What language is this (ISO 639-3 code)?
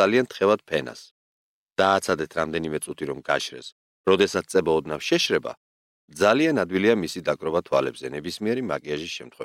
kat